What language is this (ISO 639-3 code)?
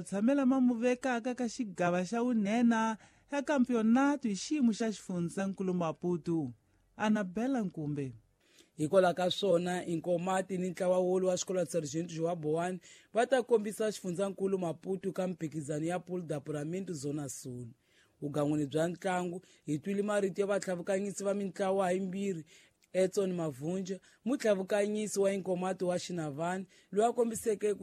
tso